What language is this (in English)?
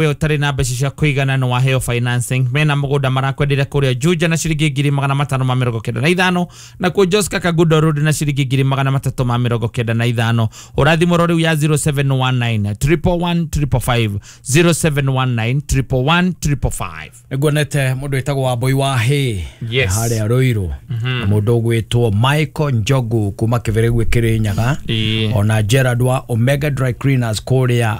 Kikuyu